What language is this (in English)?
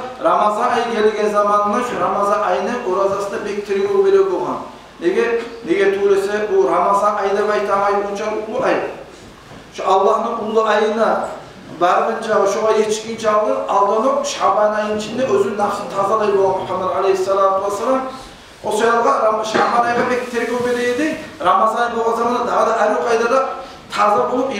Kumyk